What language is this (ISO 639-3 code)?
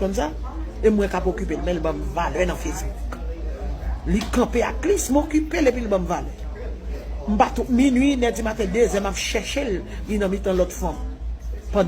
hat